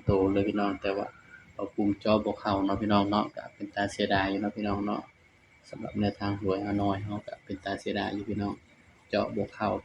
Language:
Northeastern Thai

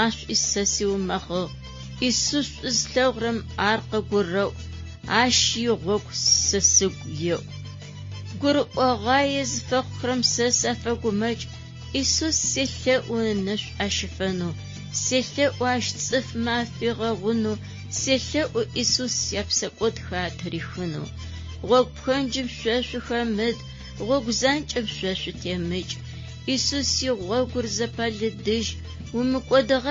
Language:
Adyghe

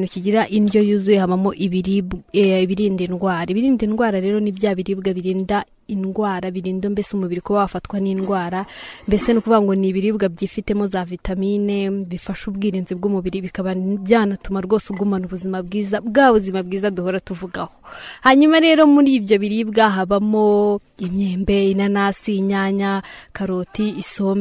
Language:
Kinyarwanda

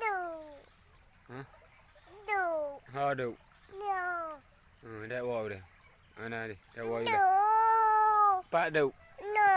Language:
Achinese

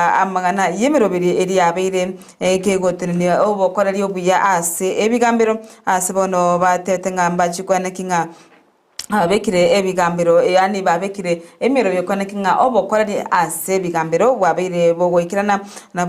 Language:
Gusii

